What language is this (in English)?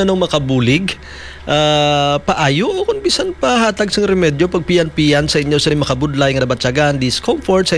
Hiligaynon